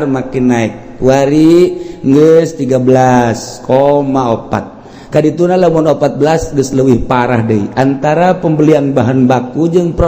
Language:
Sundanese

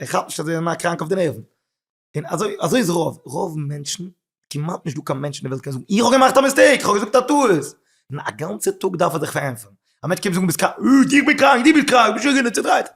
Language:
Yiddish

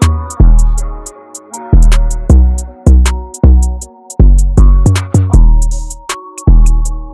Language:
English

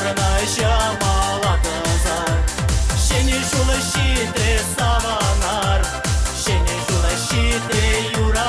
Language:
Chuvash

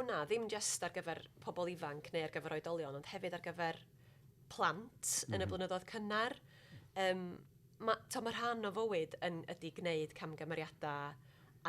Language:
Welsh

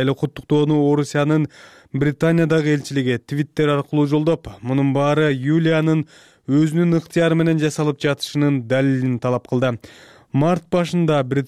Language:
Kyrgyz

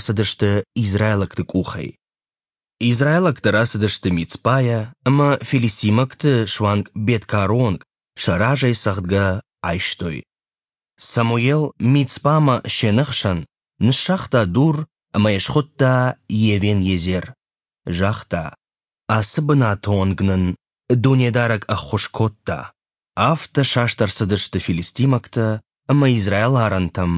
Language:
Ossetic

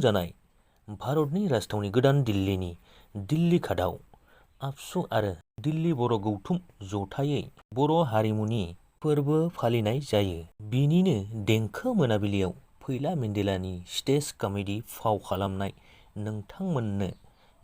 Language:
Bodo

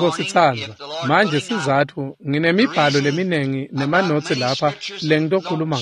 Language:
Swati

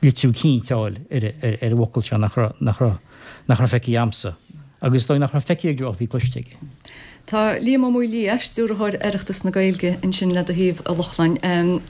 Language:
Irish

